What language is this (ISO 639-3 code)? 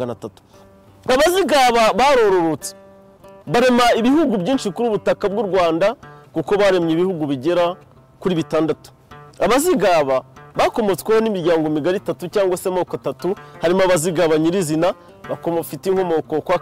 kin